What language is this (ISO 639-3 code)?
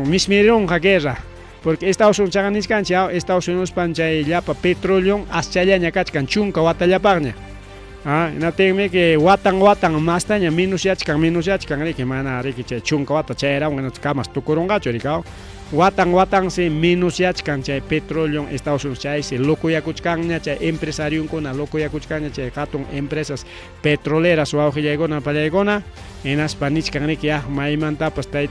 quy